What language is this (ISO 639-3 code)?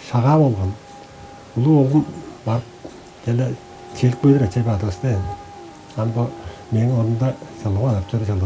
tyv